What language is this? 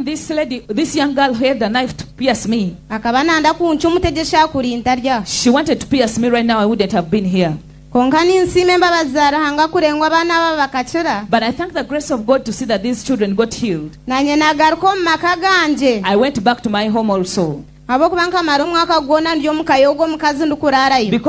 Nyankole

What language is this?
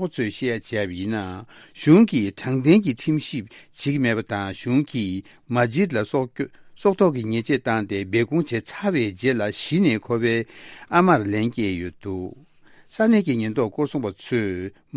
Tibetan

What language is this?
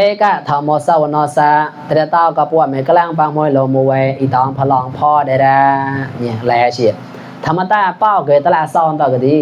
Mon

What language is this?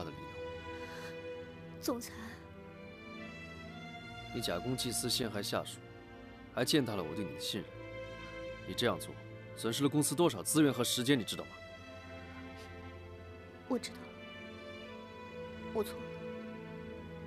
Chinese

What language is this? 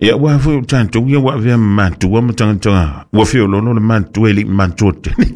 Samoan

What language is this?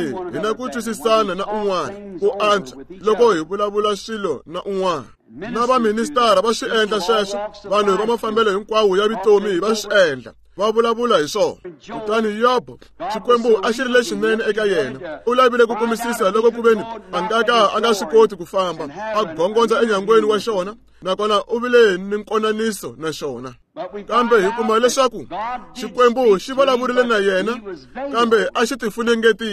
Tsonga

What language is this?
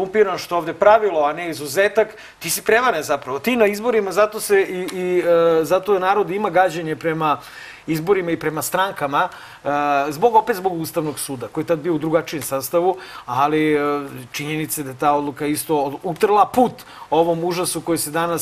Serbian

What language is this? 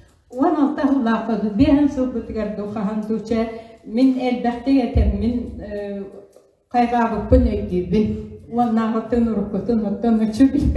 Yakut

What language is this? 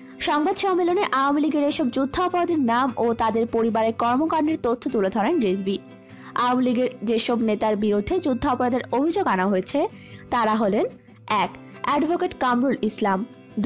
Bangla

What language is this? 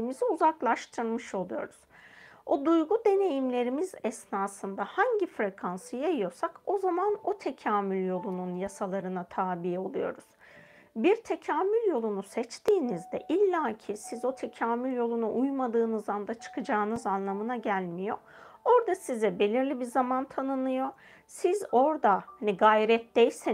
Turkish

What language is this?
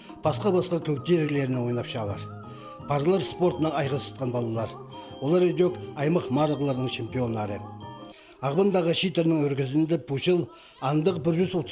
Khakas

